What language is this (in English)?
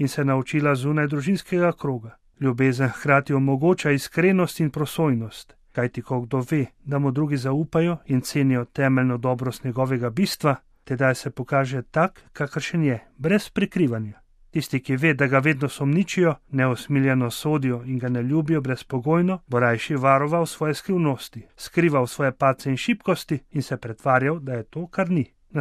Slovenian